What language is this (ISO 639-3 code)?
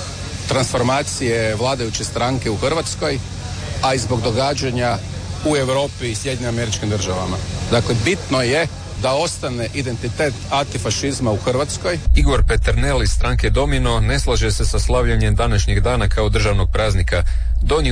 hrv